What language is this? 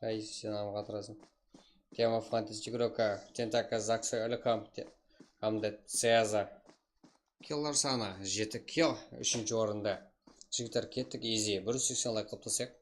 Kara-Kalpak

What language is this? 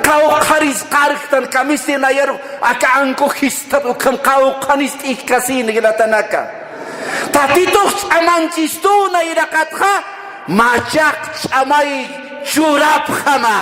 Aymara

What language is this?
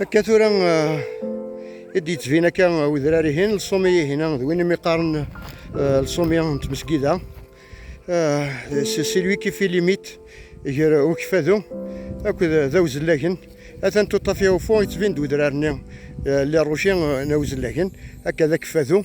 Kabyle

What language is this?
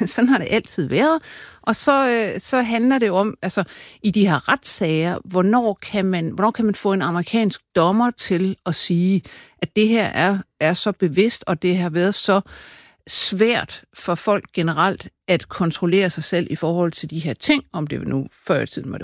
Danish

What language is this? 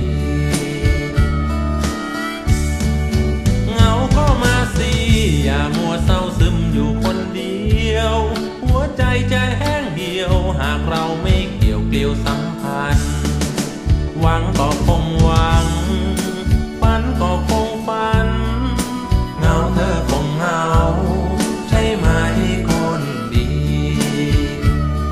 Thai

